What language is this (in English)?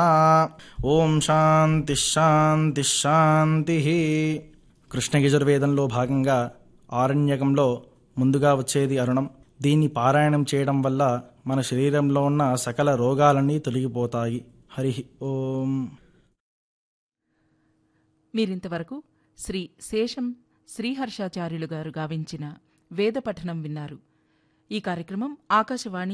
Telugu